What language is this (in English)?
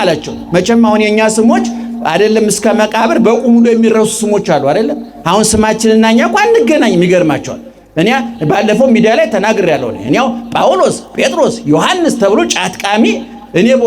Amharic